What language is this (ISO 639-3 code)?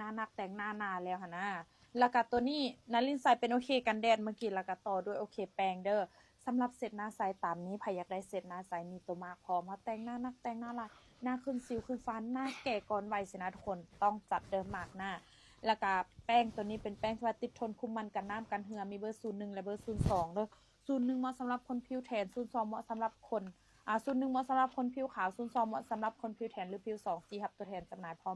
lao